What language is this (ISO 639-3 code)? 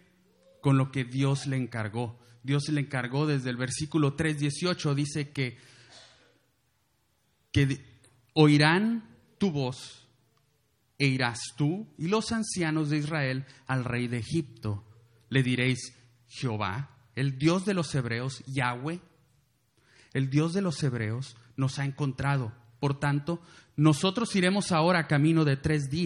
spa